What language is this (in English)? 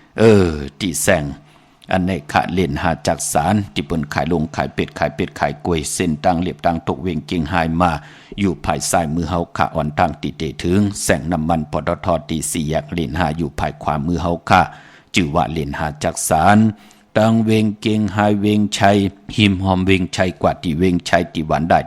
Shan